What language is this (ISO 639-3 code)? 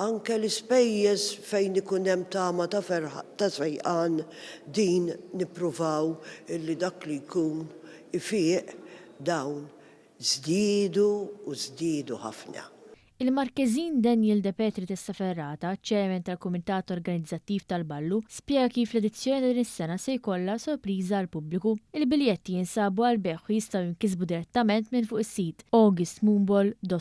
mlt